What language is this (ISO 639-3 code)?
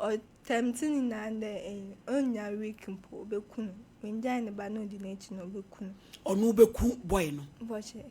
aka